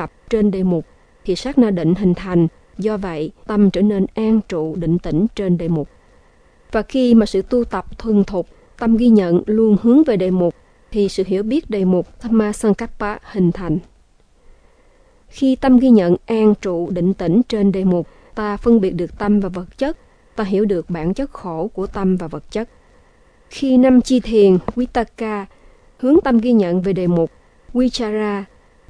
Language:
Vietnamese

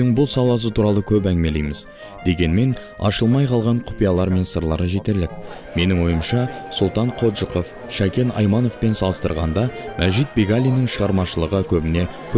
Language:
Kazakh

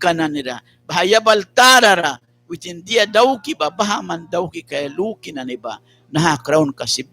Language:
Mískito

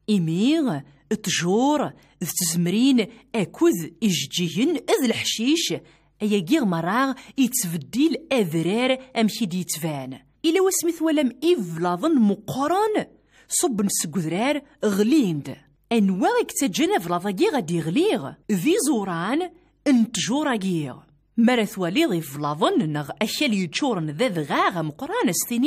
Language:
Kabyle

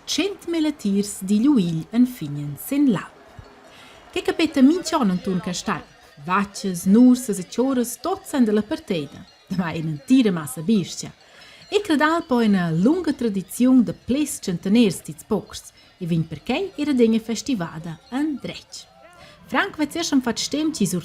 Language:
Romansh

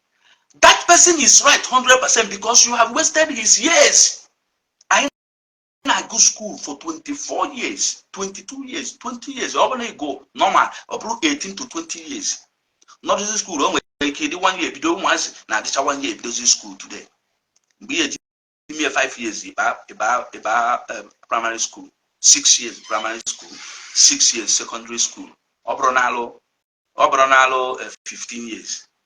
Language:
Igbo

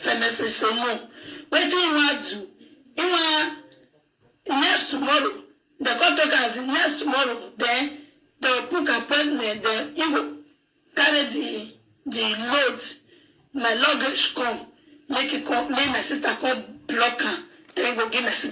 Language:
Nigerian Pidgin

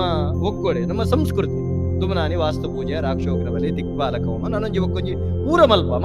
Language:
Tulu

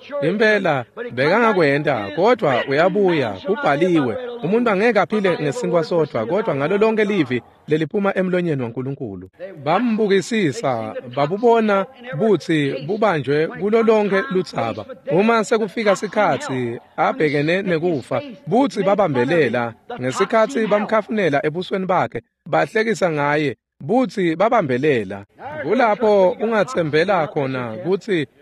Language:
Swati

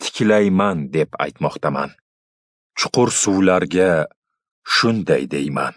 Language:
Uzbek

